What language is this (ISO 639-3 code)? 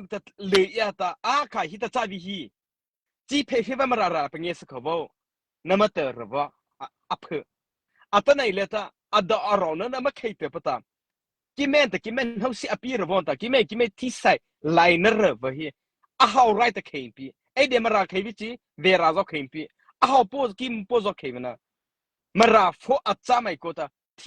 mrh